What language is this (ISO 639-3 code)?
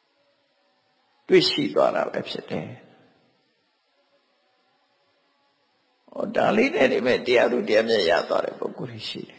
mya